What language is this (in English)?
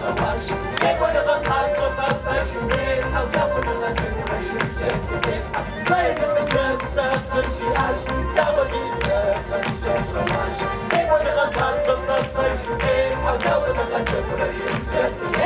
Kabardian